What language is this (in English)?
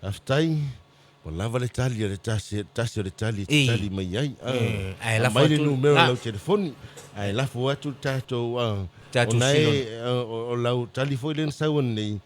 Samoan